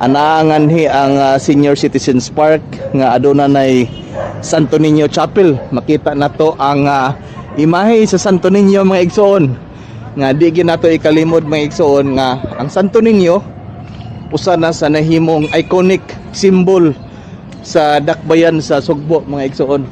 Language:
Cebuano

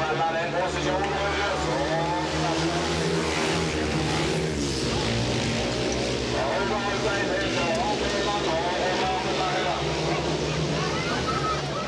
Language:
Norwegian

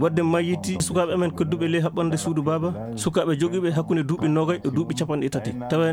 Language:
Fula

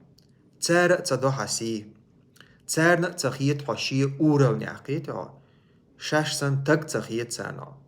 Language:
Chechen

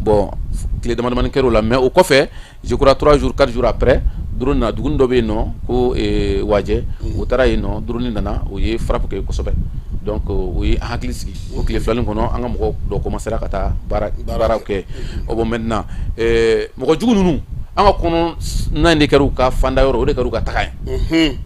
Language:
Bambara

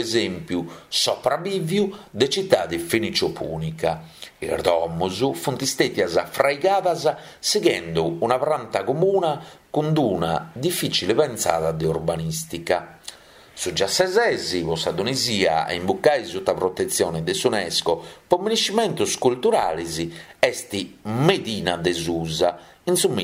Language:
Sardinian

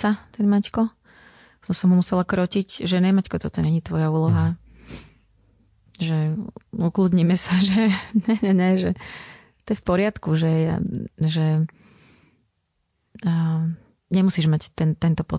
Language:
Slovak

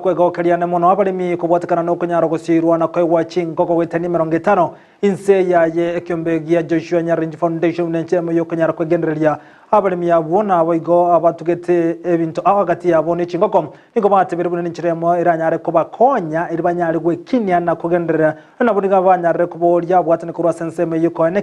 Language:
Gusii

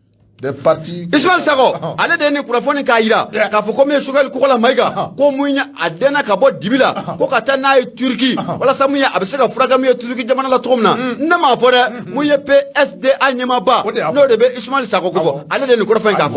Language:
Bambara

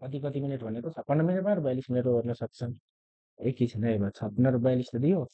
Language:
Nepali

